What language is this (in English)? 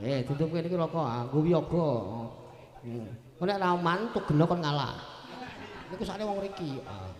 Javanese